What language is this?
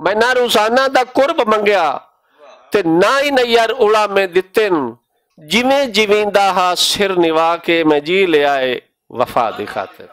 Western Panjabi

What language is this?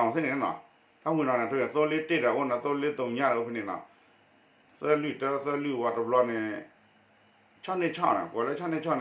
S'gaw Karen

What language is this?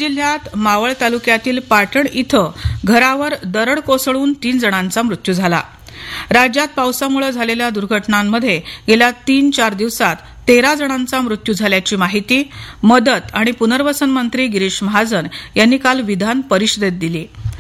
Marathi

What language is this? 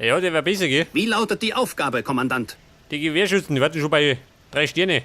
Bavarian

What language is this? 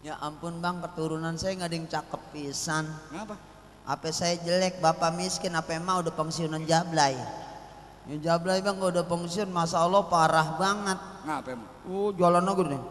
Betawi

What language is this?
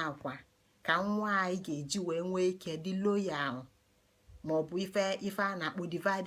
Igbo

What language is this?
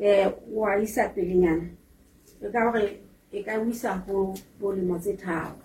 Southern Sotho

